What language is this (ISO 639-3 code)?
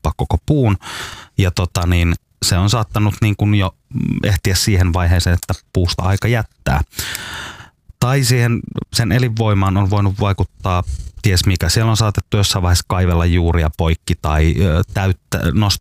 fin